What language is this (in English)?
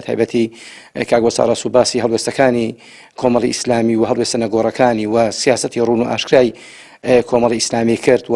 Central Kurdish